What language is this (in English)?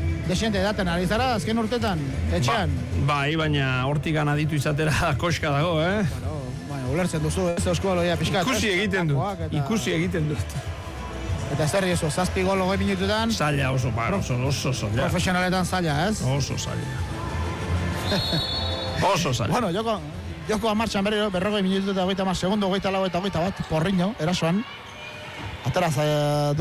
Basque